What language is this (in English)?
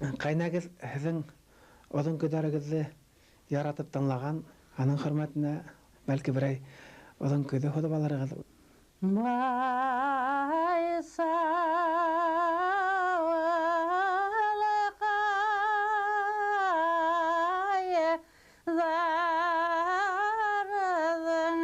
Bashkir